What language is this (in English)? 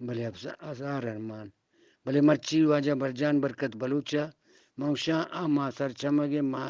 Eastern Balochi